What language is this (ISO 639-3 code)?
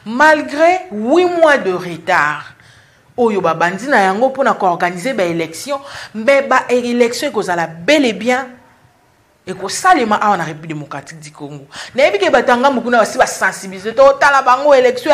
lin